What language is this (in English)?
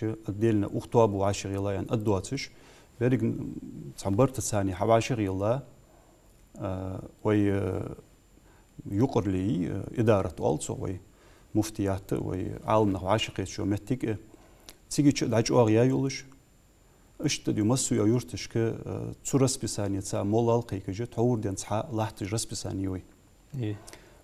Ingush